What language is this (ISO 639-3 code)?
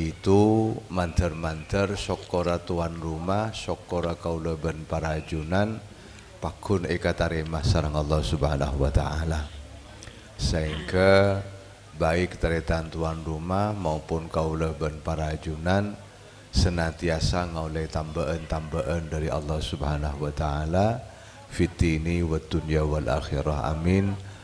mad